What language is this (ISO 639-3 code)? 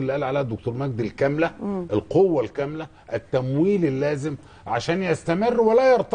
arz